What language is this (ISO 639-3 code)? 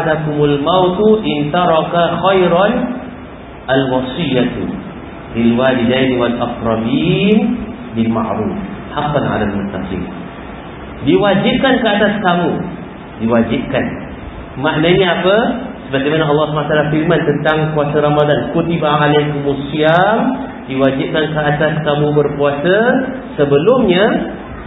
msa